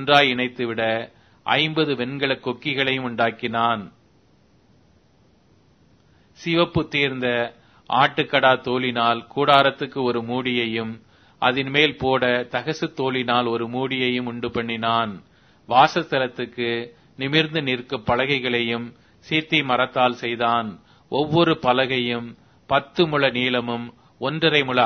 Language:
Tamil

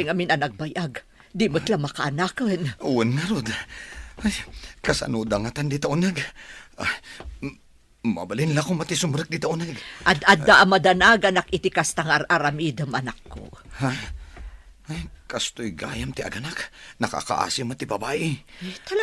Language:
Iloko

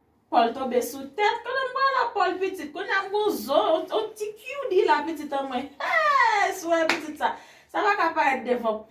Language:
Haitian Creole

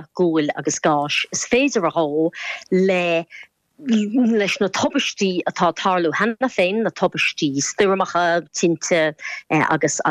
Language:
Irish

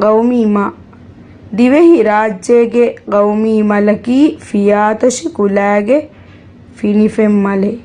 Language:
Divehi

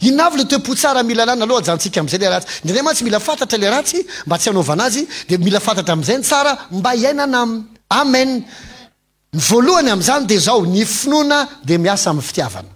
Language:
Malagasy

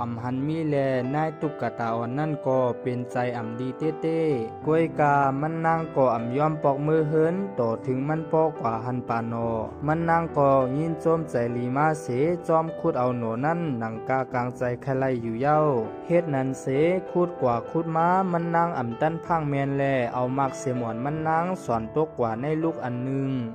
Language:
Shan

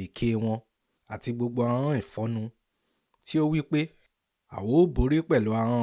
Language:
Yoruba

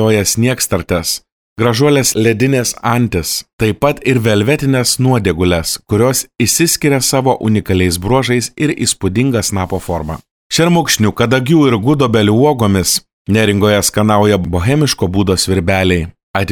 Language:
Lithuanian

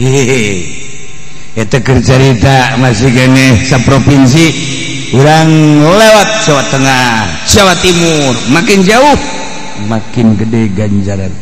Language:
Sundanese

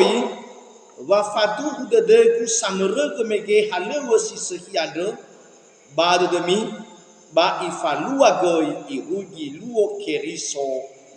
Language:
Nias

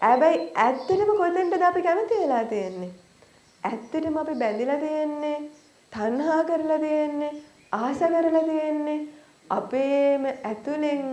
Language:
Sinhala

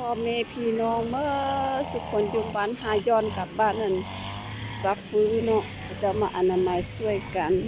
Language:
Lao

